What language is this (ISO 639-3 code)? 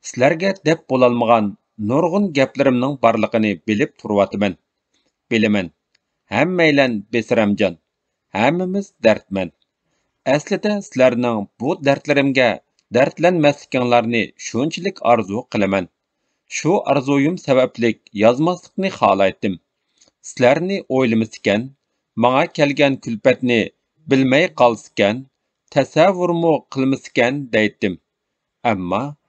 uig